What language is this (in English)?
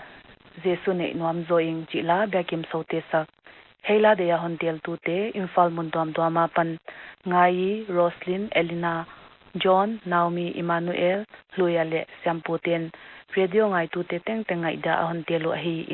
Paite Chin